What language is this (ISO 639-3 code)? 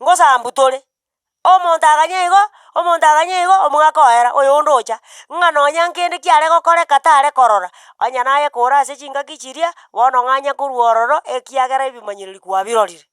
guz